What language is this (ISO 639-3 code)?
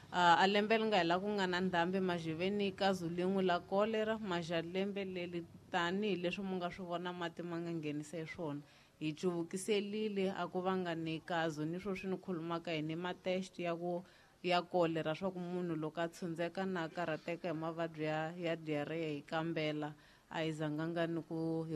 tso